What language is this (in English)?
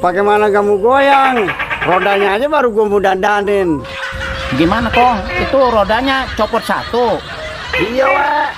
Betawi